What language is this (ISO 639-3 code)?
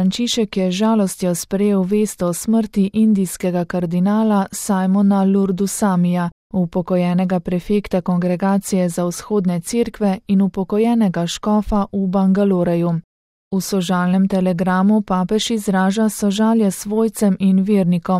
slv